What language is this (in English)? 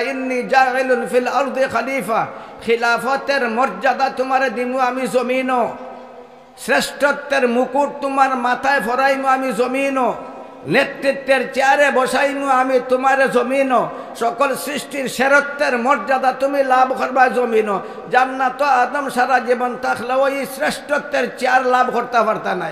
Sylheti